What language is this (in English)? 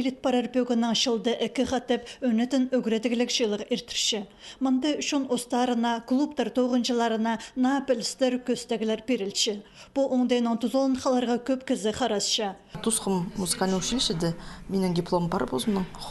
Khakas